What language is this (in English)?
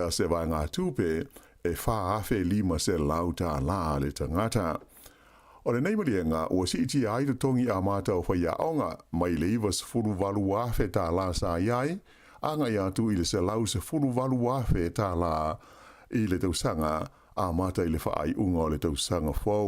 Samoan